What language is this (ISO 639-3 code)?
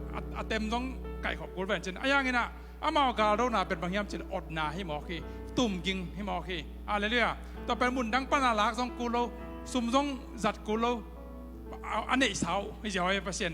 ctd